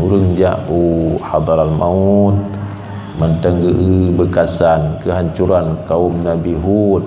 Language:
Achinese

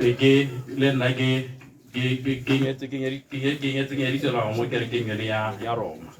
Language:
Tswana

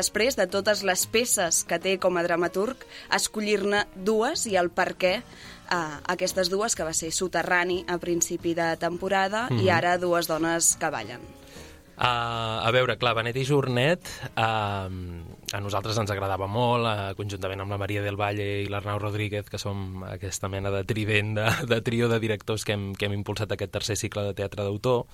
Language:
Catalan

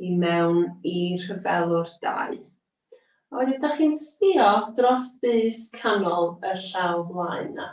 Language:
Welsh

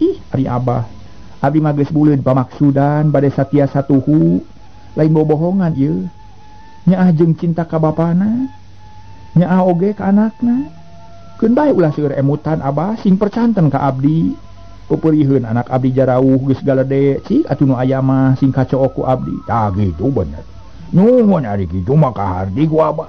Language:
Sundanese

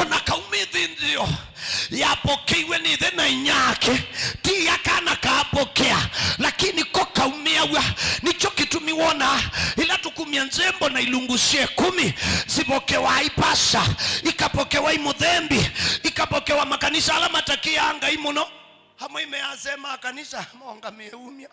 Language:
Kamba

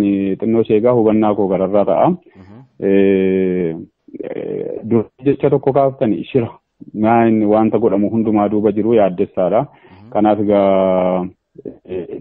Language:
Oromo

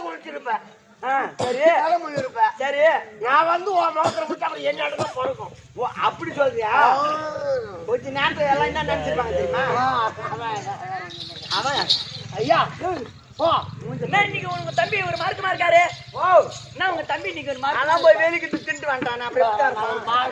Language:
Tamil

